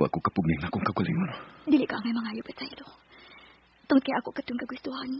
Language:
Cebuano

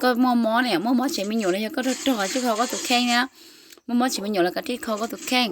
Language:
Hmong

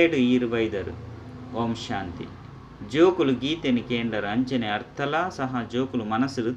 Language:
Tulu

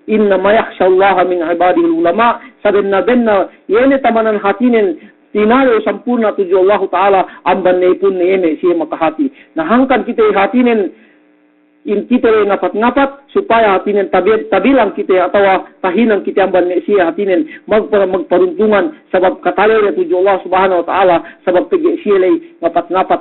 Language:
Yakan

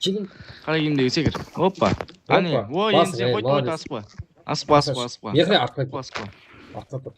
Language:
Kara-Kalpak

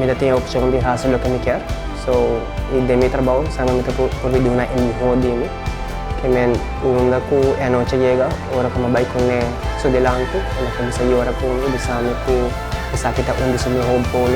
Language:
Papiamento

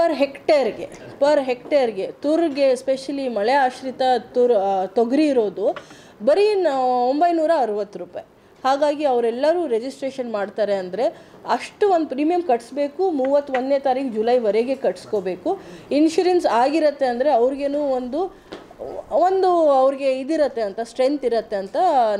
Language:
Kannada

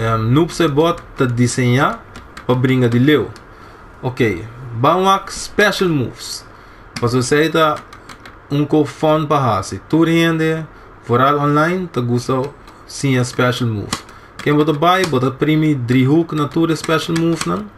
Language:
Papiamento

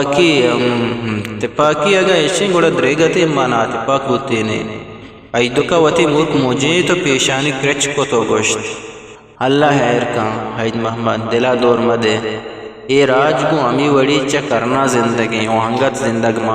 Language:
Eastern Balochi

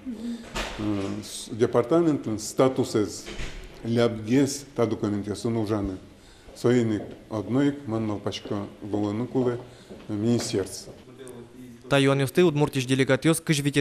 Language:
Udmurt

